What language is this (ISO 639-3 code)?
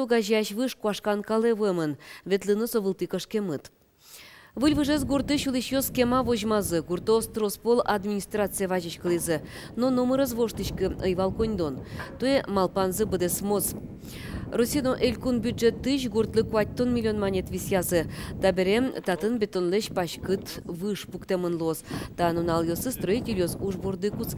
udm